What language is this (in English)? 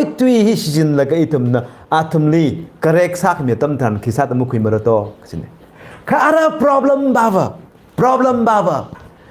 Tangkhul Naga (India)